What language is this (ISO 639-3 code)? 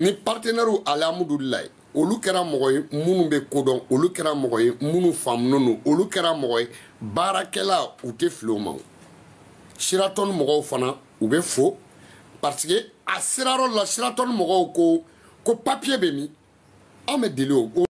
bam